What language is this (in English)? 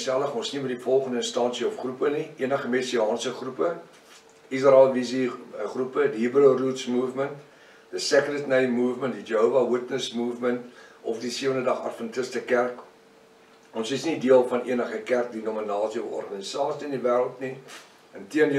Afrikaans